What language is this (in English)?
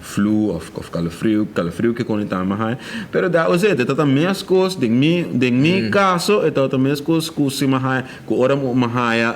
Papiamento